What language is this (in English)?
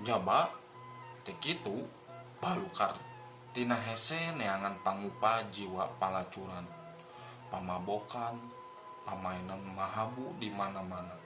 Sundanese